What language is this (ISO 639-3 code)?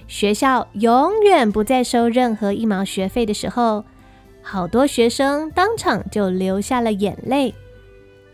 zho